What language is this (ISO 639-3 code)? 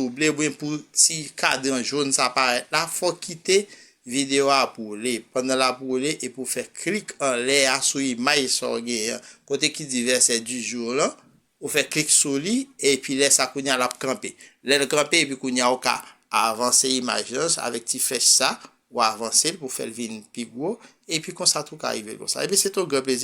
hat